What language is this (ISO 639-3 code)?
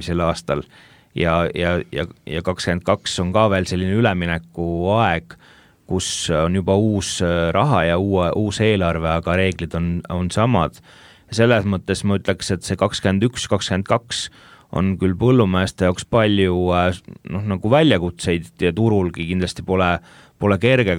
est